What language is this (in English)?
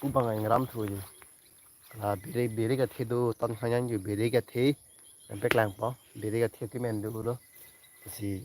Karbi